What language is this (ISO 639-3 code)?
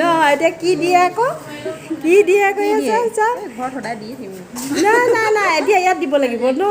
asm